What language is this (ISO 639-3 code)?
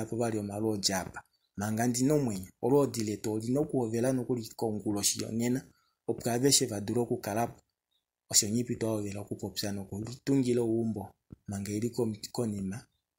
kua